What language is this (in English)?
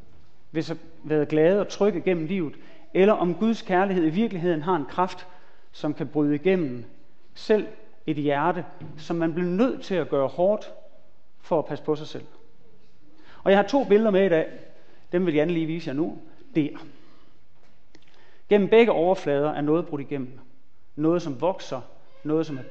Danish